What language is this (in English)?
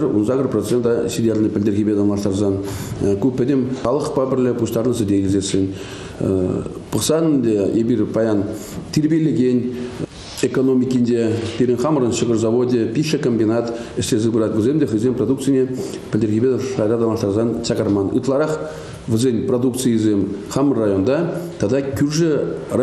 Chuvash